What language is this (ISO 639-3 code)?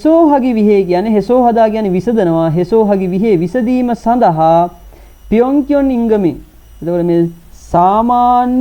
sin